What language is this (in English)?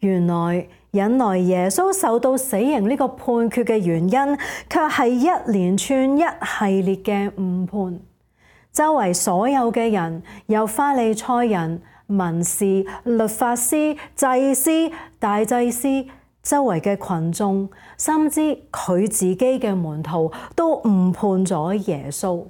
Cantonese